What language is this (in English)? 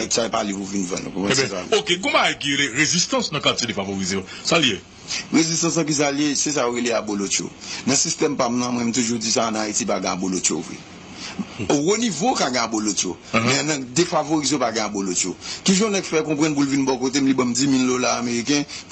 Haitian Creole